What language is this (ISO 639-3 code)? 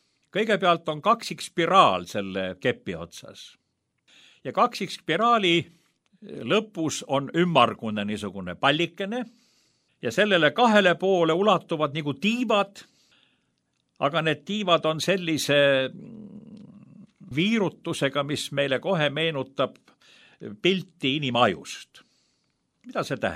est